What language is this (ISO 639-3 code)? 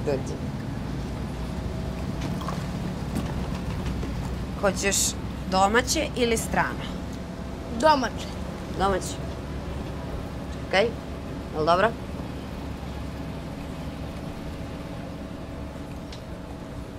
srp